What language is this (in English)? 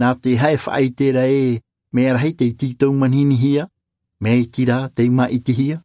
Tahitian